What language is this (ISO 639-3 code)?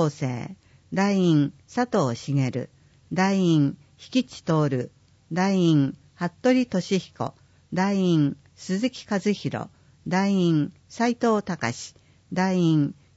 jpn